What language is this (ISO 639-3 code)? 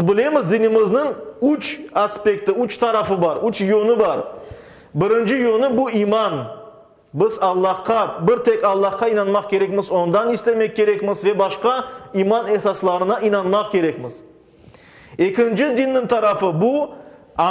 crh